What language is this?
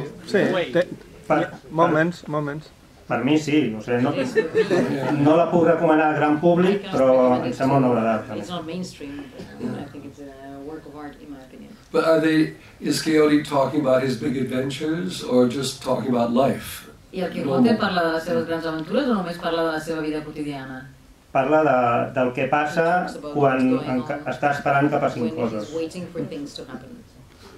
Catalan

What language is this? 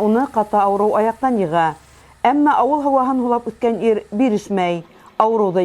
Bashkir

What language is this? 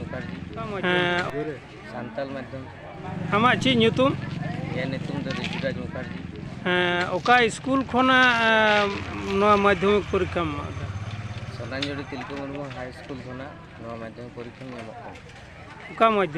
Santali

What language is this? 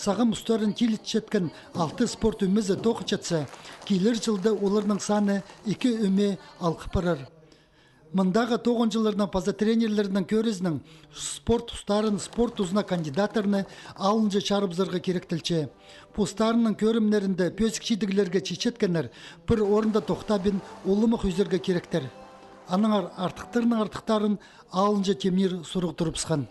Khakas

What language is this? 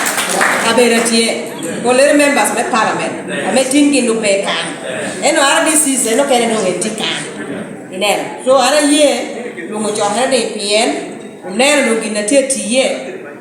Lango (Uganda)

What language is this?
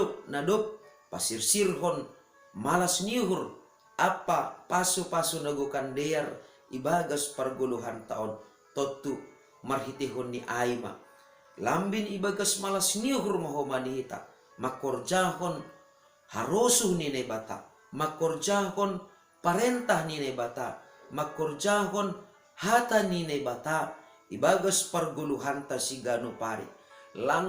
Batak Simalungun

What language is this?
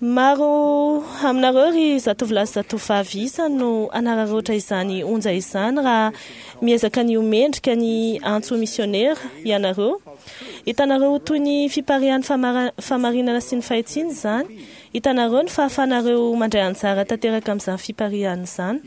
Malagasy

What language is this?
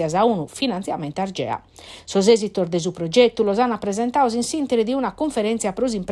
Sardinian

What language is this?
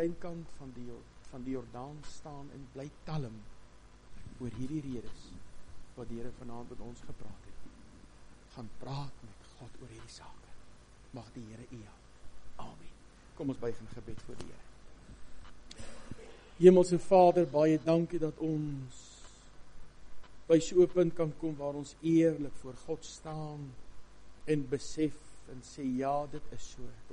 Afrikaans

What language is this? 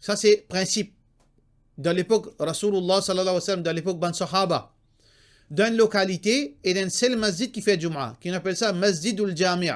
Morisyen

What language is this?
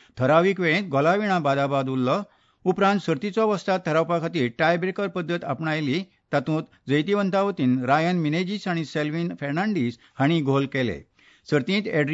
Konkani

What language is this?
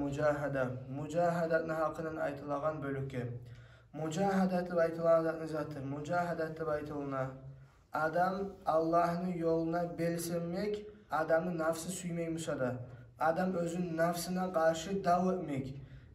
Kumyk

